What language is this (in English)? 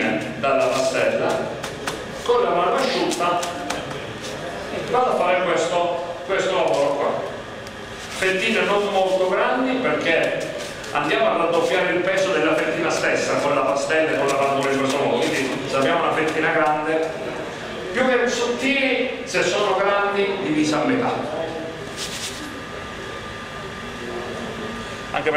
Italian